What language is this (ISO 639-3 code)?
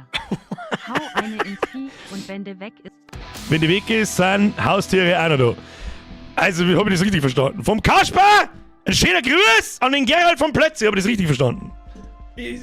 bar